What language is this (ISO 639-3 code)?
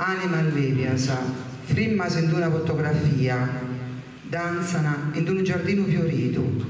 srd